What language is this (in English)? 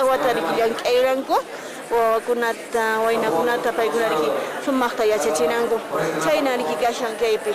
Quechua